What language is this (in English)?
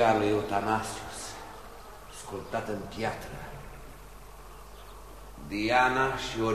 Romanian